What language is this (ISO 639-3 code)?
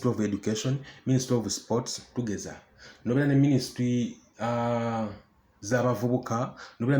lug